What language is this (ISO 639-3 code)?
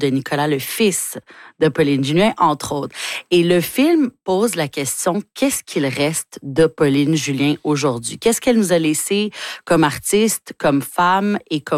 fra